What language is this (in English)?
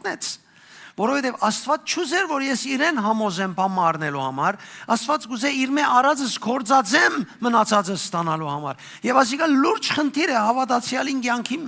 Western Armenian